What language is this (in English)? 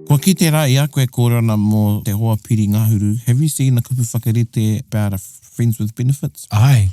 Māori